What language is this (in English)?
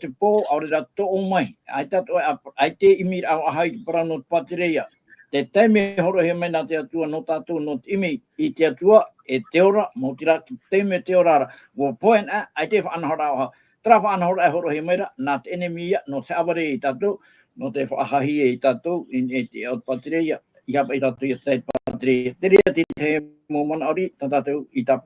Tahitian